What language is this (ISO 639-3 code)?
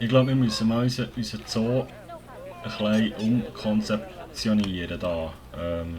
gsw